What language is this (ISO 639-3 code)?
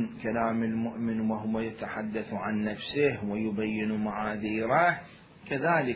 acm